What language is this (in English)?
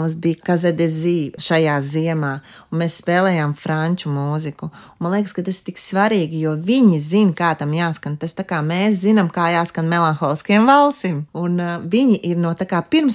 Latvian